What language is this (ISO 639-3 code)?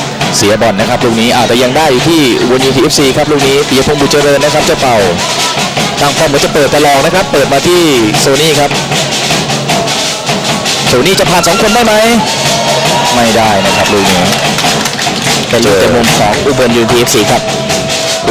tha